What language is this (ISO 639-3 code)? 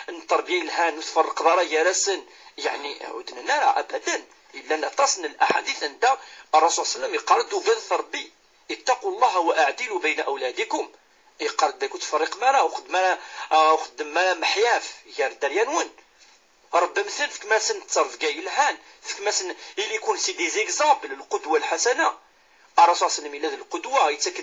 kab